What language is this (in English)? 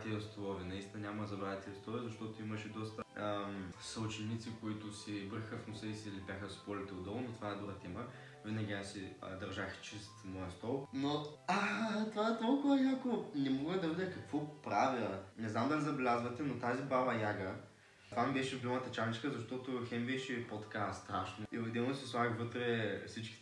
Bulgarian